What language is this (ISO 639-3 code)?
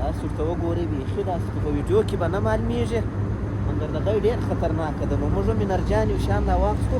pus